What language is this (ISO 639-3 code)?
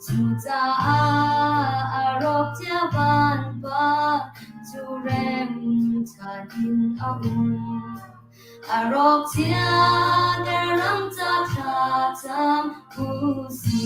cnh